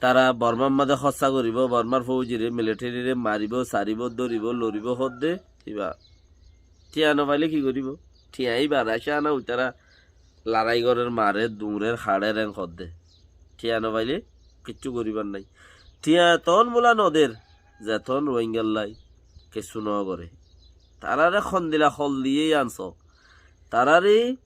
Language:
Rohingya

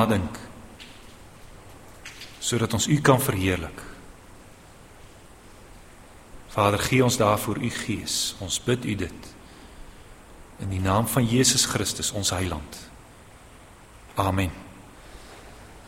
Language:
Afrikaans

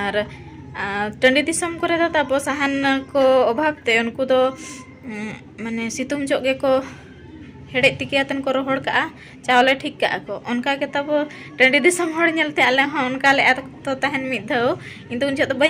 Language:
Santali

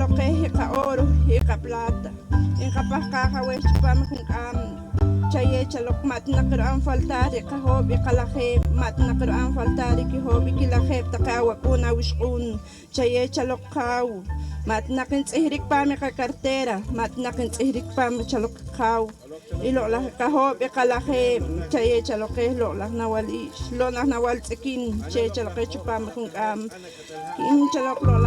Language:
Poqomchi'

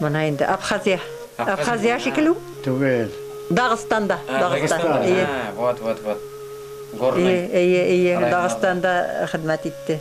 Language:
Bashkir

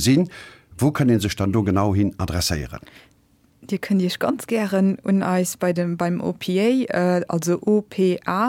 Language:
Luxembourgish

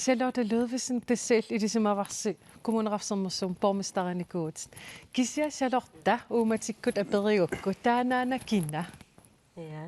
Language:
Kalaallisut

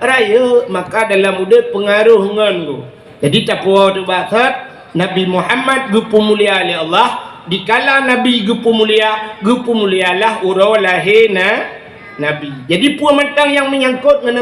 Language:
Achinese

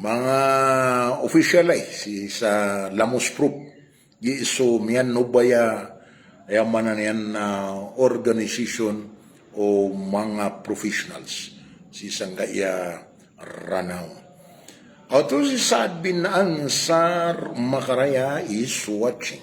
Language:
Maranao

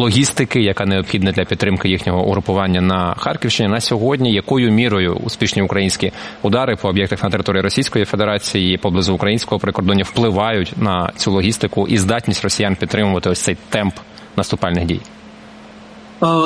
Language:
Ukrainian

